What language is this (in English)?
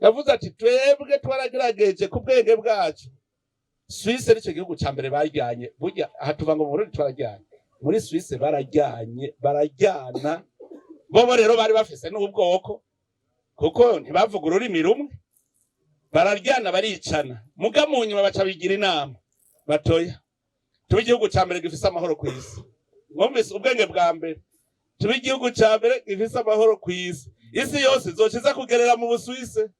Rundi